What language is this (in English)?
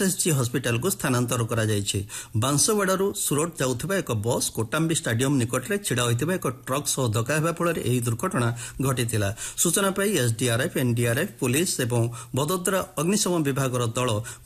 Odia